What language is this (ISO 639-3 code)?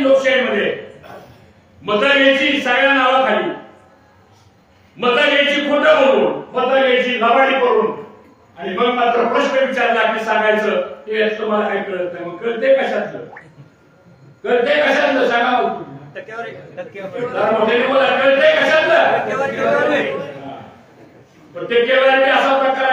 mar